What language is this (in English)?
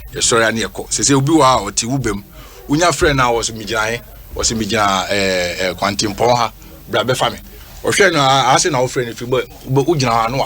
Akan